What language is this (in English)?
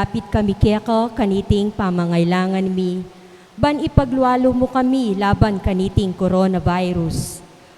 Pampanga